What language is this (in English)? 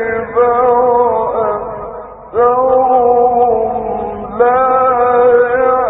Arabic